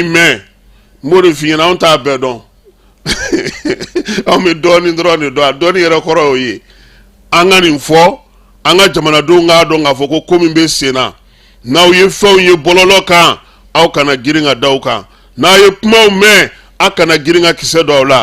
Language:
Bambara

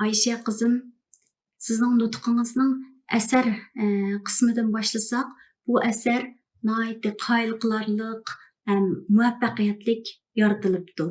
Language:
Uyghur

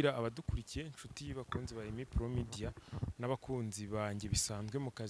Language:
Kinyarwanda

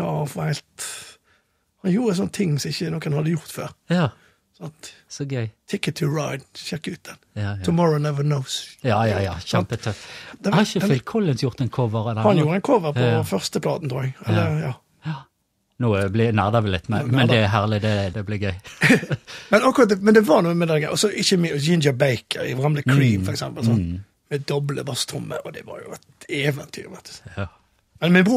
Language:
Norwegian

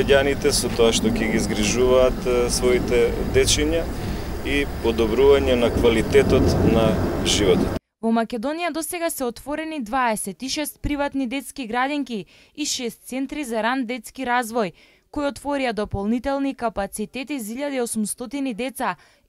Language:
Macedonian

